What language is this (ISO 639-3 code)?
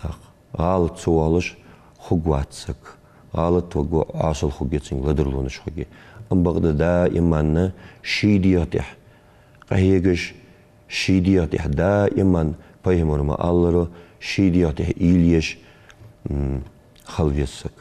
inh